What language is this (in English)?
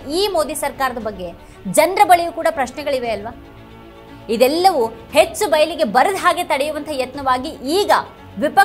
Kannada